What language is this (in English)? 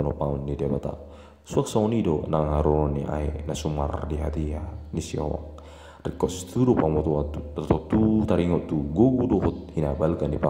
Batak Toba